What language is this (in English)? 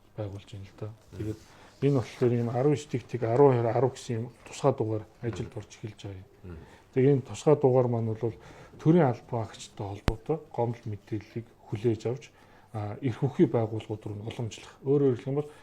Mongolian